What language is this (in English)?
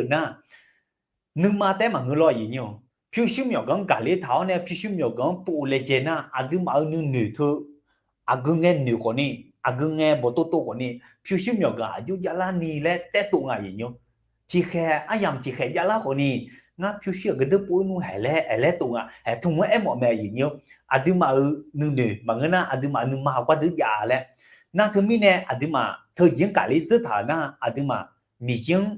Akha